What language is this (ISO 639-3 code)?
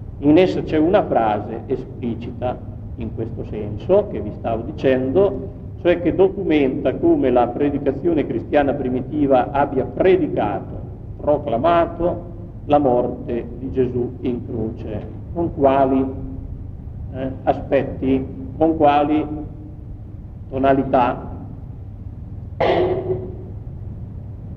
ita